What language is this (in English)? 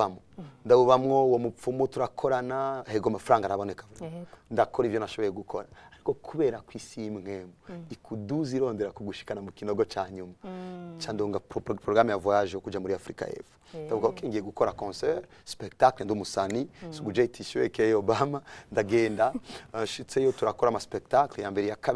Rundi